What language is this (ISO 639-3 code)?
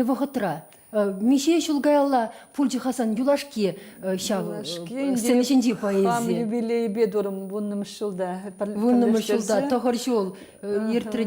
chv